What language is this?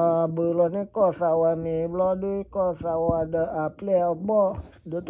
S'gaw Karen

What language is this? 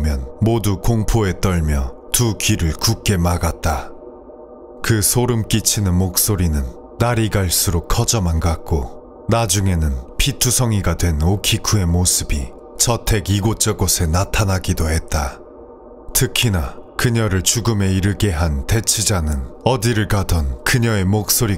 Korean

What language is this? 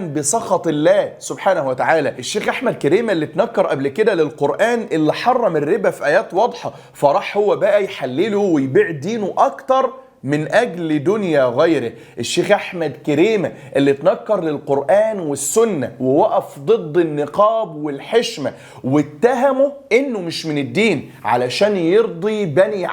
Egyptian Arabic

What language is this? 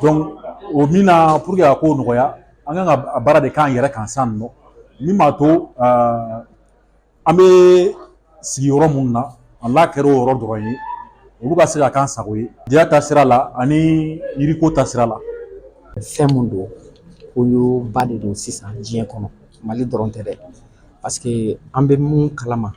Bambara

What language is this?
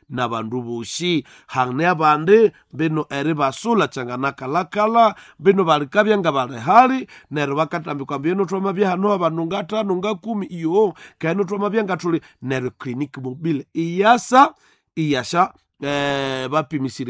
Nande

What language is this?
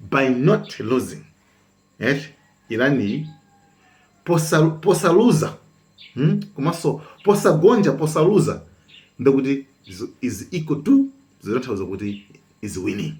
Nyanja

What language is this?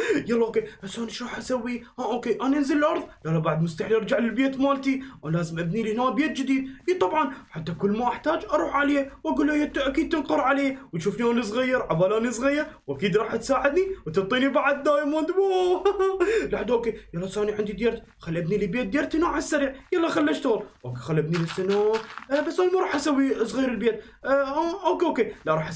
Mesopotamian Arabic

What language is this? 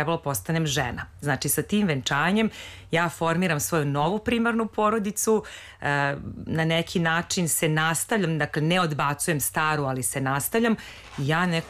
Serbian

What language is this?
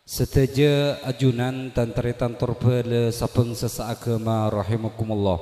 Madurese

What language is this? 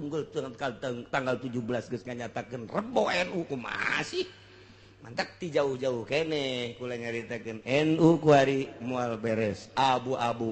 Sundanese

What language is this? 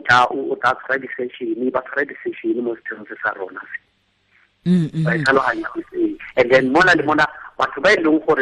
Tswana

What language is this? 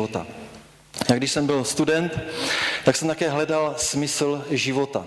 Czech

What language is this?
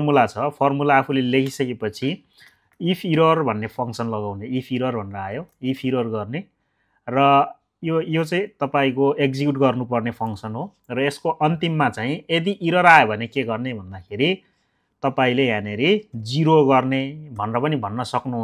Nepali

